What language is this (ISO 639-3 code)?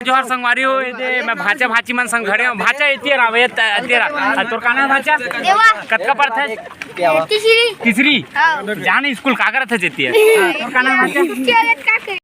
hne